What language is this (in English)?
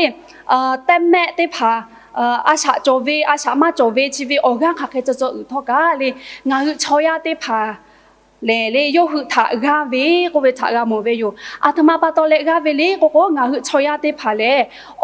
Lahu